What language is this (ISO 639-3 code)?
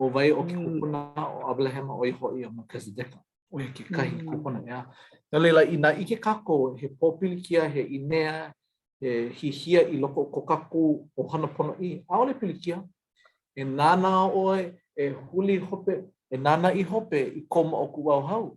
haw